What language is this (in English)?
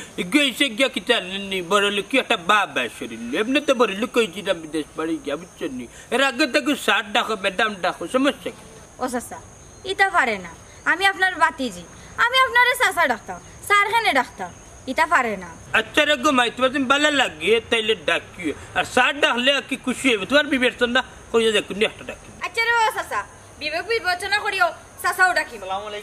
Sylheti